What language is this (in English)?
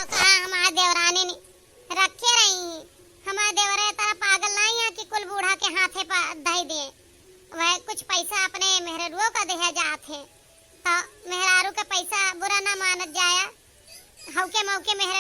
Awadhi